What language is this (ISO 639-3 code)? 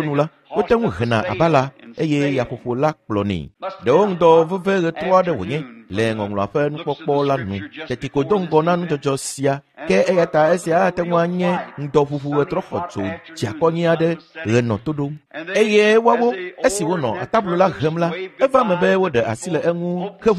ewe